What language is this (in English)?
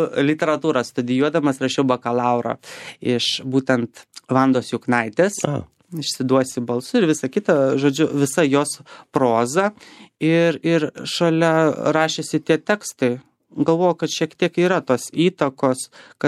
Lithuanian